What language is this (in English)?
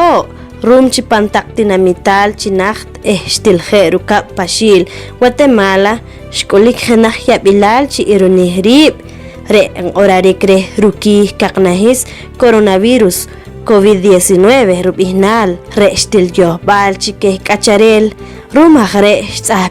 Poqomchi'